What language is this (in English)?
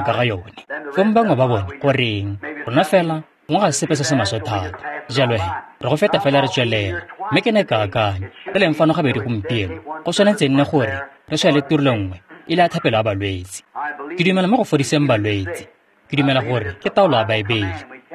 Tswana